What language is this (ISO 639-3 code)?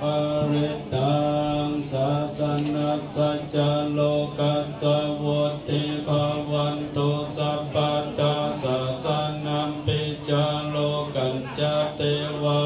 pli